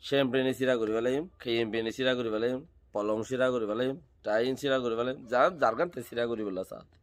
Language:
Rohingya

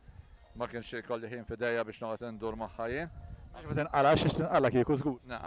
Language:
Maltese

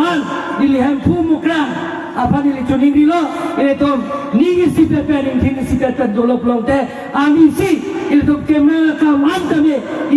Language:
Karbi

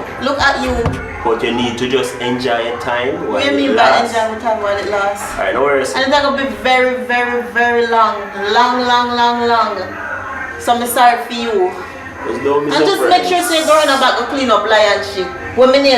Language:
Jamaican Creole English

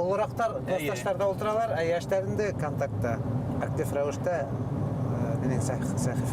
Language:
Bashkir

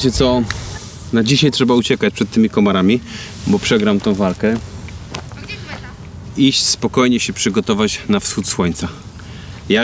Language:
Polish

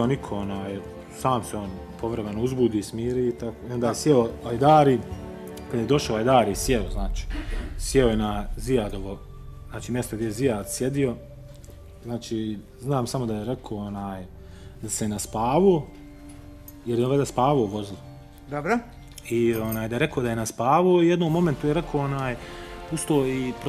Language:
Bosnian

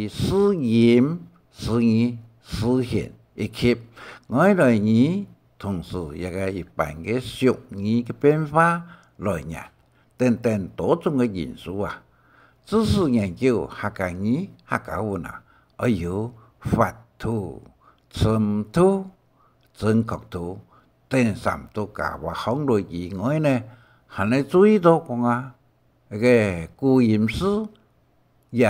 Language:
Hakka Chinese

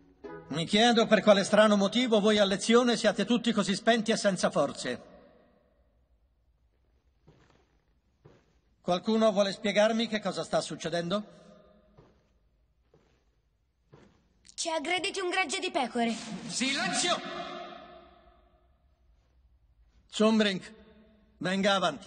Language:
Italian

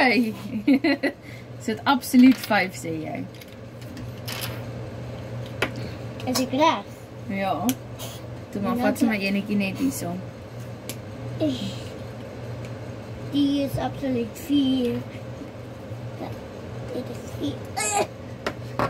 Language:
Afrikaans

